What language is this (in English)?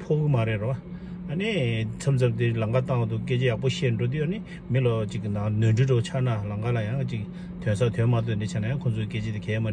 Tibetan